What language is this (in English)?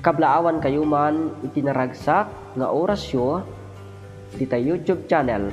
Iloko